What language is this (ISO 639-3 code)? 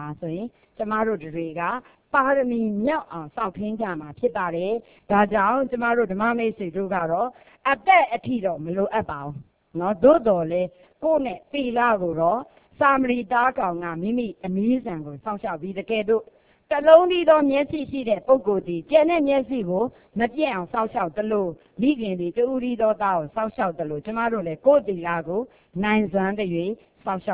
mya